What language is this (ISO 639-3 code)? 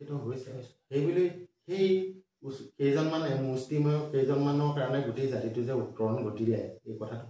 asm